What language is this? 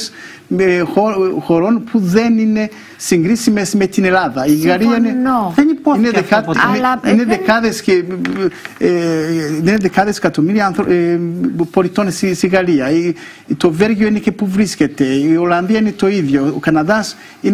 Greek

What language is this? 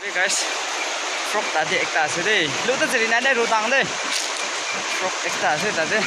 Naga Pidgin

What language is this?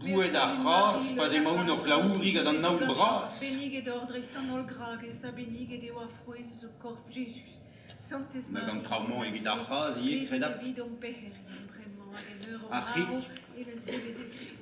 Breton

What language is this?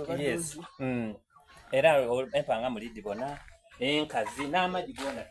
Soga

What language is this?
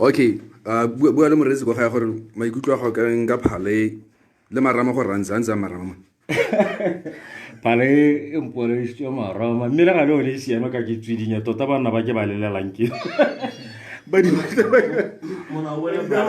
Tswana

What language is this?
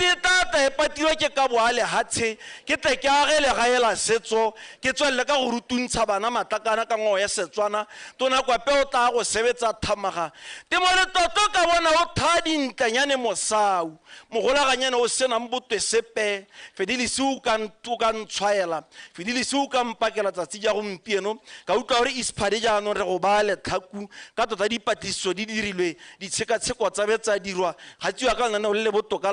Tswana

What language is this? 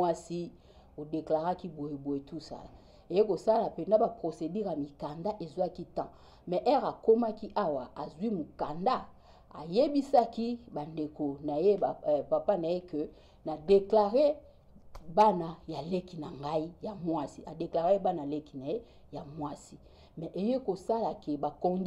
Lingala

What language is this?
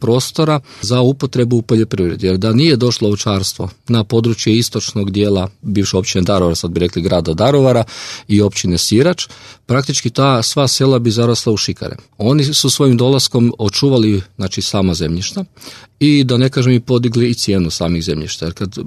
Croatian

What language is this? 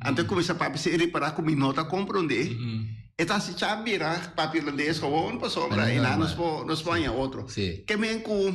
Papiamento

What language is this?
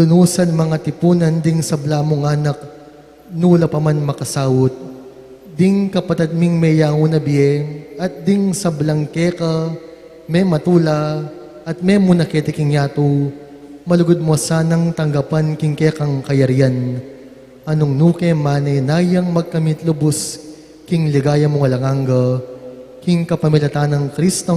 Pampanga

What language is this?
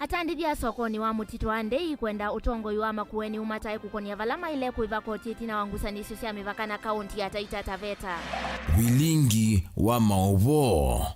Kamba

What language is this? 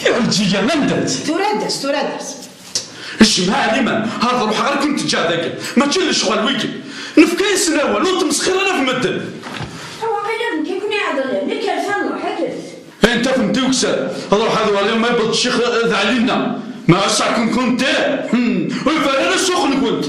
Kabyle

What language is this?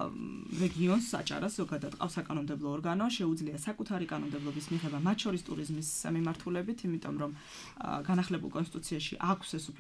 Georgian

